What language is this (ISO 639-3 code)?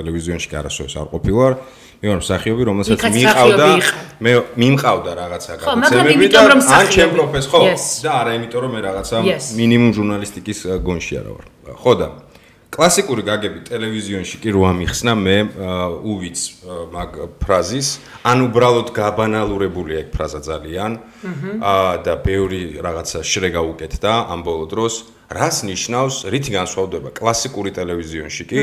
kat